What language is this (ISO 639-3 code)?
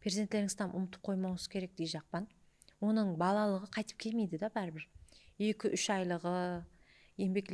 kaa